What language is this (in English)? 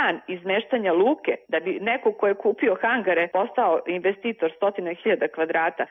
Serbian